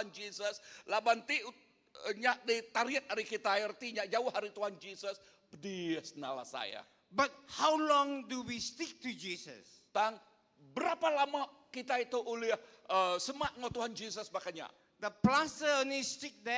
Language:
Iban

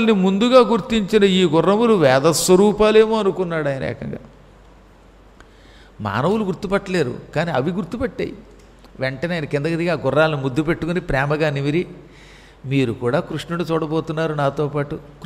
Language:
Telugu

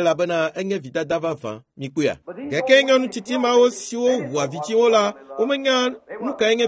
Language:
Ewe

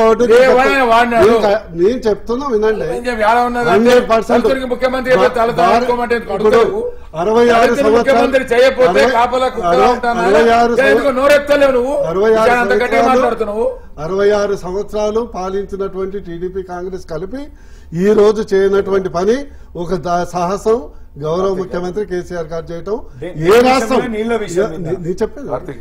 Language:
Telugu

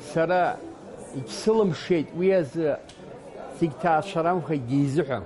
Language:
Abkhazian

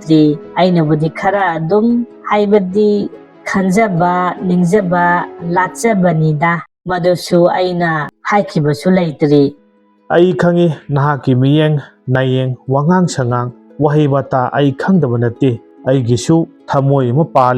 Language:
Manipuri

